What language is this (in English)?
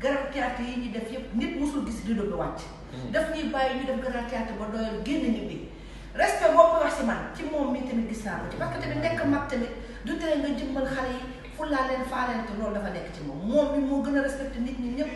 Wolof